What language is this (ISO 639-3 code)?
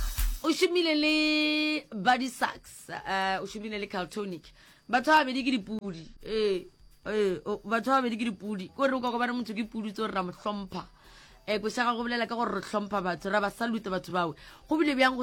nso